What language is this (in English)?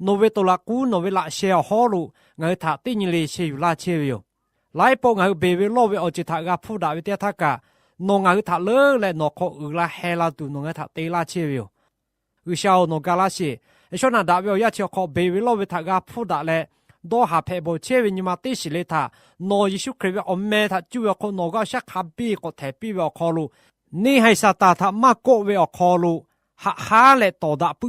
Lahu